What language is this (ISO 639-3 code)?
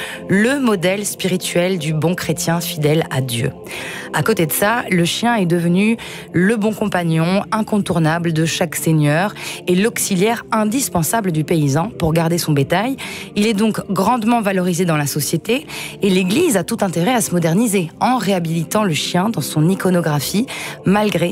fra